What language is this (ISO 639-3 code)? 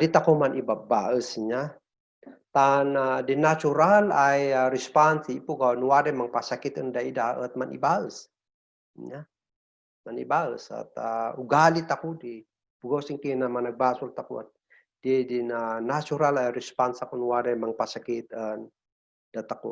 kne